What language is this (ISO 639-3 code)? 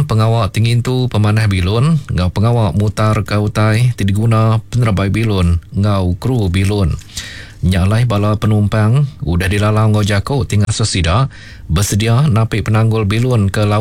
iba